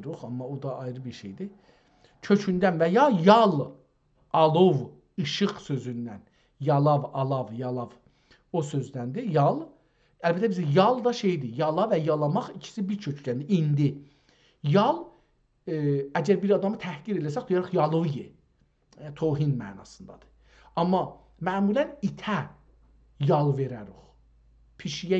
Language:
South Azerbaijani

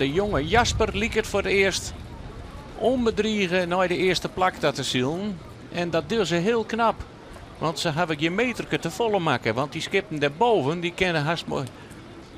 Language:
Western Frisian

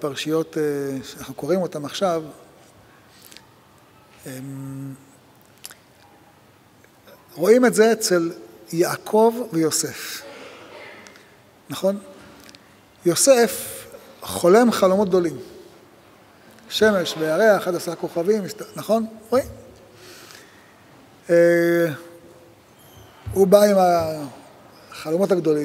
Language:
Hebrew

